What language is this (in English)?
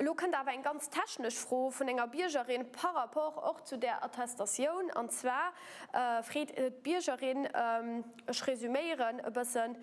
Luxembourgish